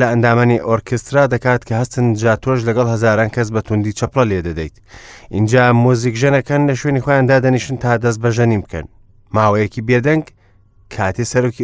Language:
Central Kurdish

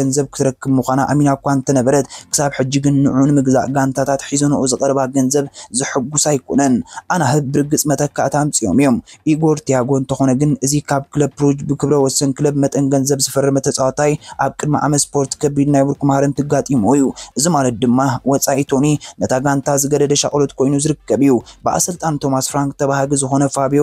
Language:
Tigrinya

